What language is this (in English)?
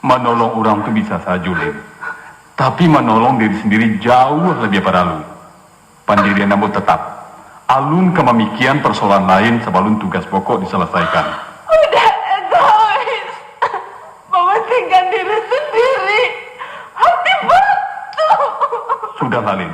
Minangkabau